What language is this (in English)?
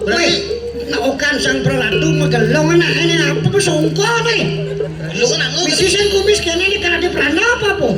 Balinese